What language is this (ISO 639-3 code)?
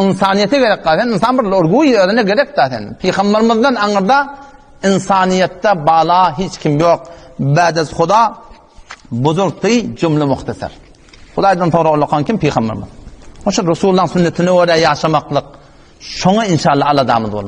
tuk